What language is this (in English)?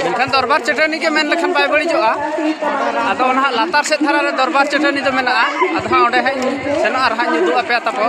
Santali